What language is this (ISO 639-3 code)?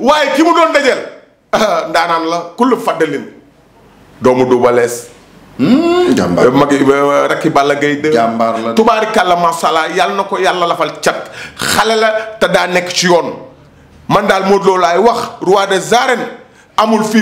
wol